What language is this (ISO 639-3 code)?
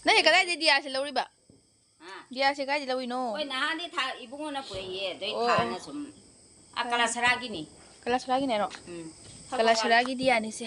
mni